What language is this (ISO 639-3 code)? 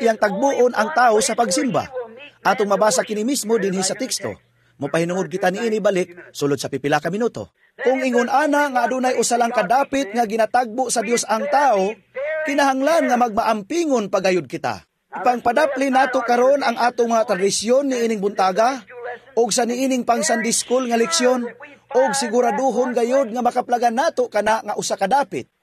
ceb